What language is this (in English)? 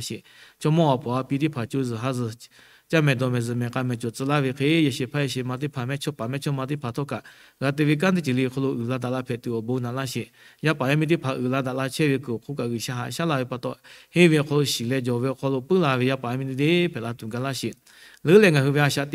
Lahu